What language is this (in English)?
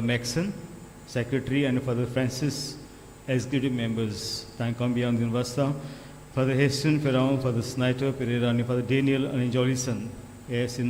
Konkani